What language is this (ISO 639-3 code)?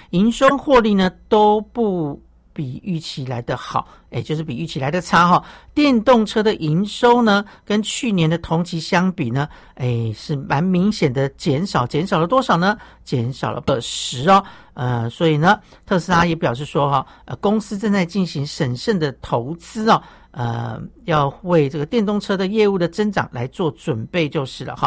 zho